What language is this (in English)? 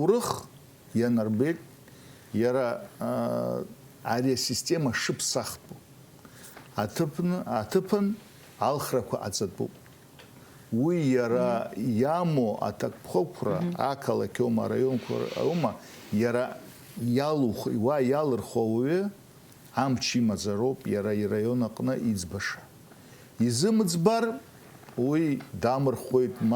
Abkhazian